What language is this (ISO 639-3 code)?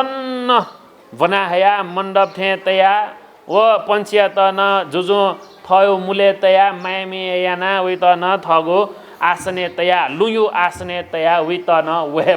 new